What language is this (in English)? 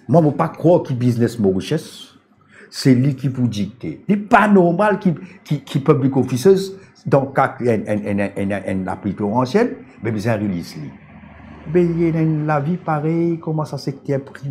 Morisyen